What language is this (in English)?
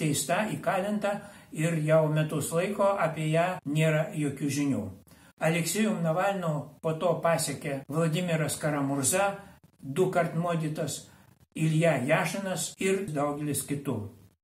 Lithuanian